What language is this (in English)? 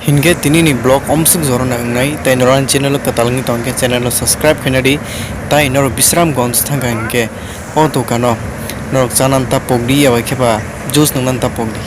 Kok Borok